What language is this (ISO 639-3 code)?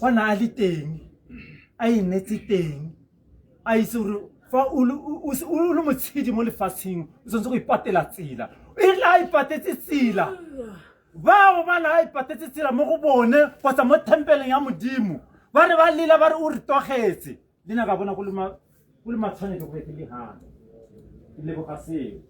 tsn